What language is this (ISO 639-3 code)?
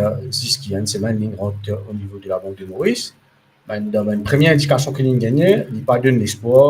mfe